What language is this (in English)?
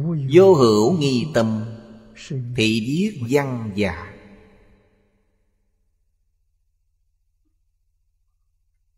Vietnamese